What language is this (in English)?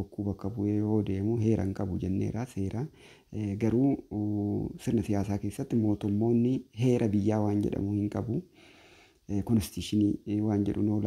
Oromo